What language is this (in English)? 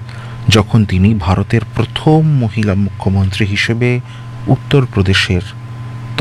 Bangla